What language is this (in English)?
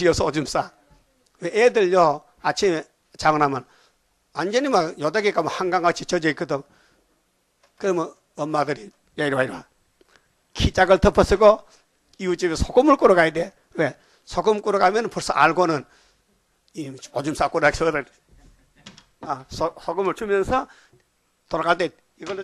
Korean